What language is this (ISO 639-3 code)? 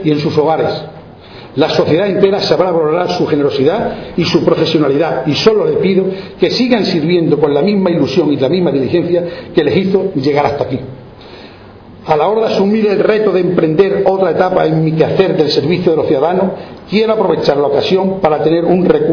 spa